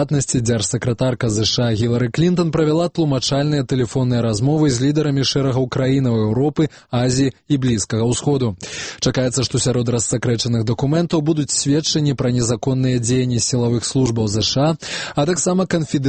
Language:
Belarusian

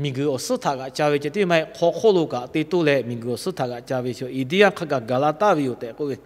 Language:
Lahu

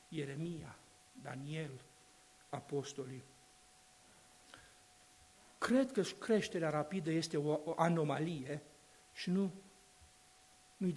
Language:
Romanian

